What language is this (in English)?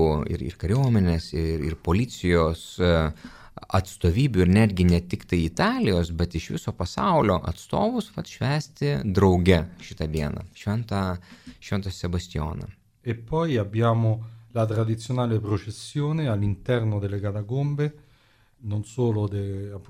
Lithuanian